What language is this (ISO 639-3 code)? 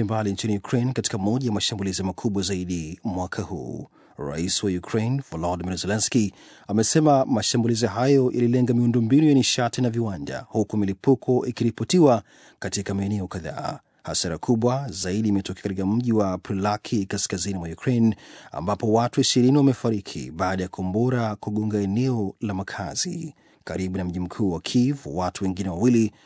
swa